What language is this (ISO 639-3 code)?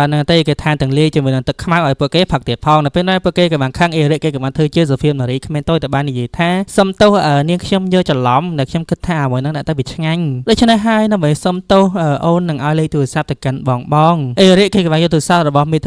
khm